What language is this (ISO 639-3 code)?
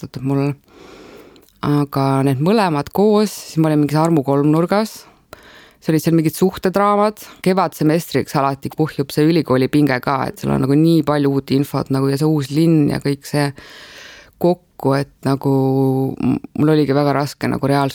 est